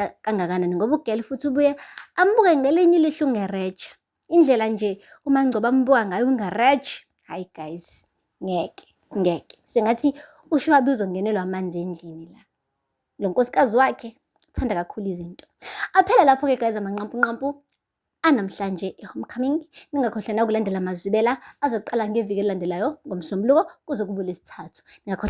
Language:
Zulu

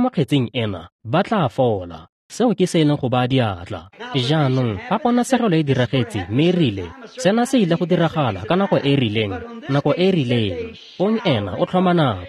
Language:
Tswana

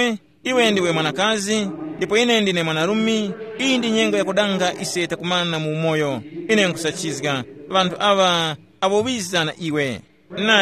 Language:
Tumbuka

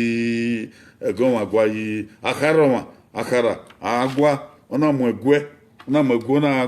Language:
Bini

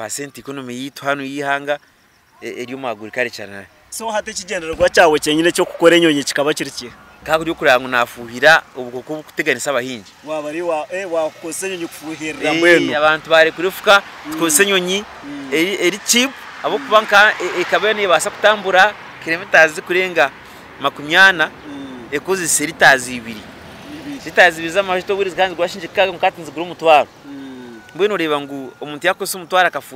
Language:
Nyankole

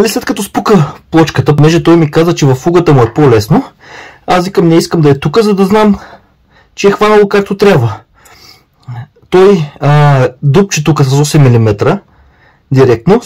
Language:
Bulgarian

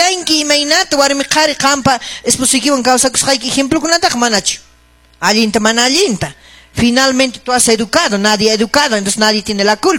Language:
Quechua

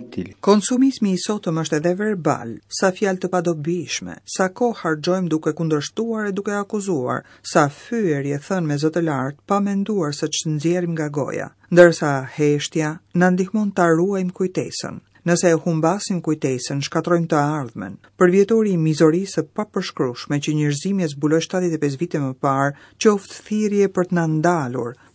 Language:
Albanian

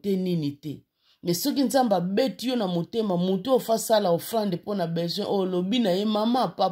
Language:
Lingala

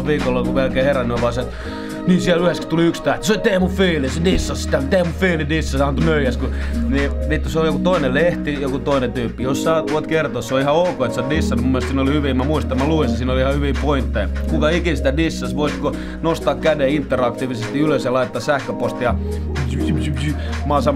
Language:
Finnish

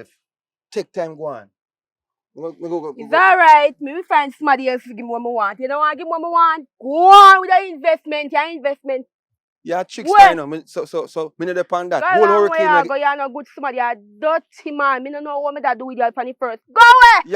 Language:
Jamaican Creole English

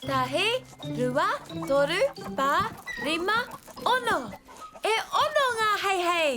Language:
Māori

